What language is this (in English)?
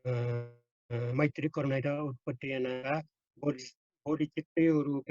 Newari